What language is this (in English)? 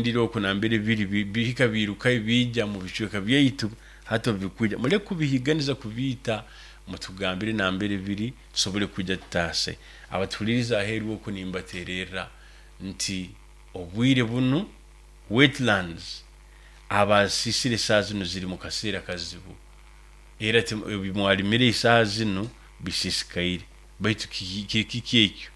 Nyoro